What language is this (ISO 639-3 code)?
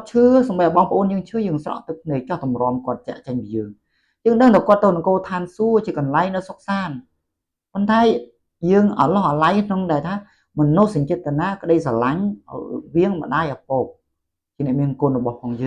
khm